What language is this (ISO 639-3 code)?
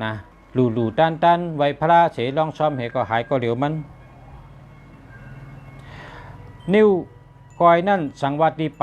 shn